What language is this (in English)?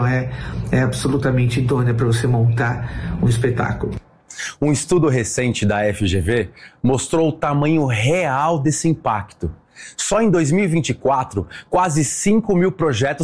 Portuguese